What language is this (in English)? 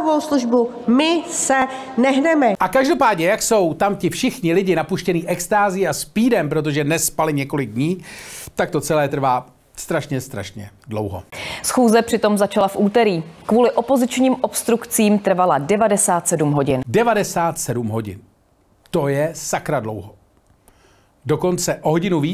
Czech